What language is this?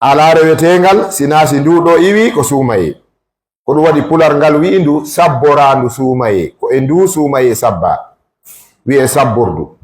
Fula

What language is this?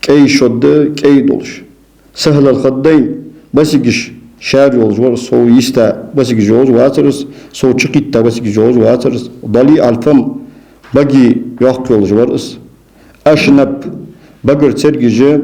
Ingush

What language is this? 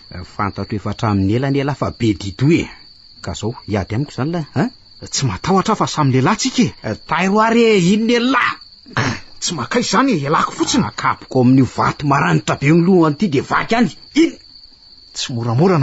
Malagasy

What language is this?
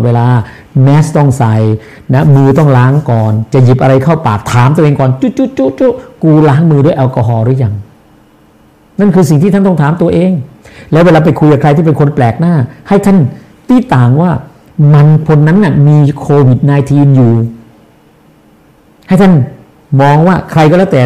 Thai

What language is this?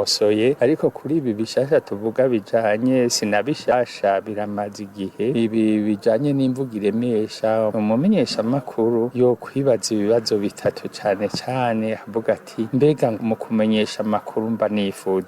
Rundi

